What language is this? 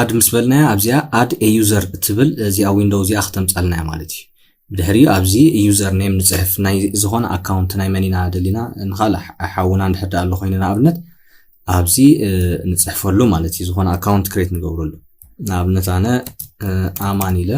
Tigrinya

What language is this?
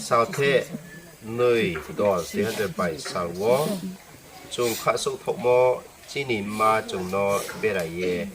Riang (India)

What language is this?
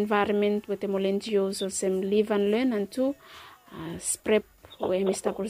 Bislama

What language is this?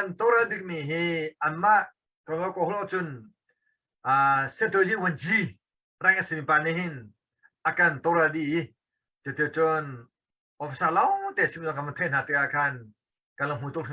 Hakha Chin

